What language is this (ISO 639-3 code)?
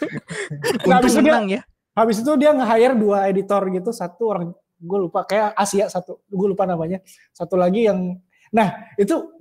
ind